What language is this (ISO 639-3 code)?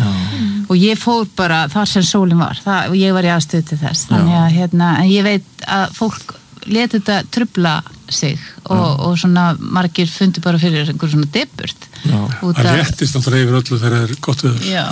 isl